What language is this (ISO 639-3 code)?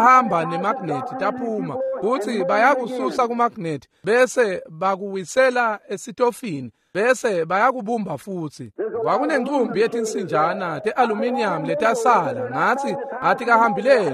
ssw